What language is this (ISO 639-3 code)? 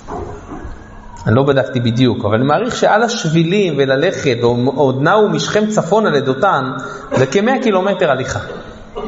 heb